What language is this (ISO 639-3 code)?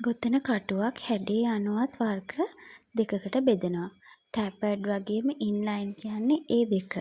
sin